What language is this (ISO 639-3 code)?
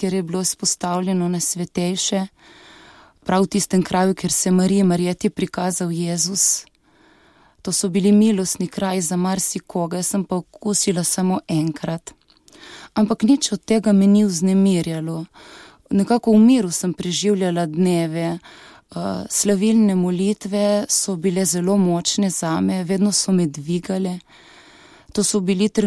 slv